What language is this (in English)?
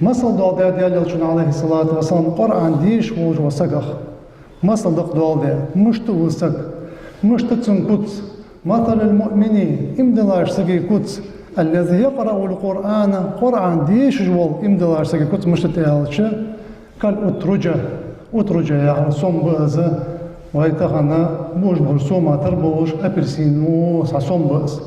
Ingush